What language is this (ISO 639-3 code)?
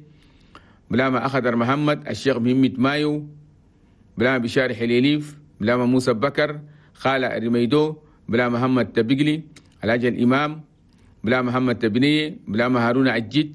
shu